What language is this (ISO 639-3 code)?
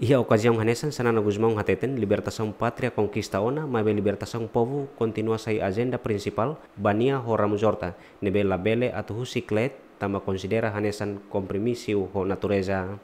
tet